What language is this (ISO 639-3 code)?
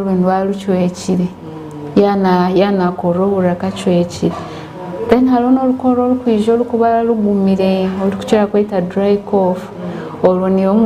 nyn